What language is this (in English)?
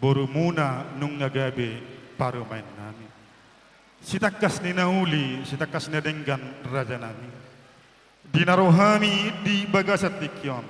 Batak Toba